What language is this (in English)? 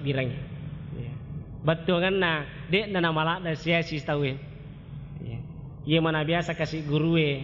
Buginese